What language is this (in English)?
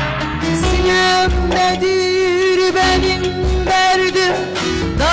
Turkish